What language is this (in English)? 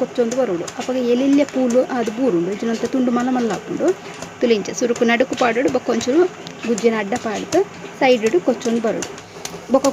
Tulu